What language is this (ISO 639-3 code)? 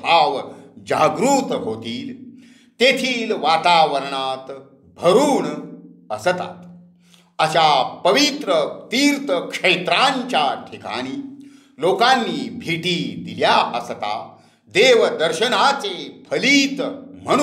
mar